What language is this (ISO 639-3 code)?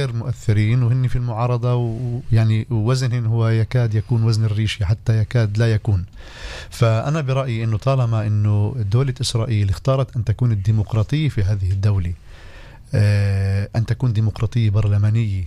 apc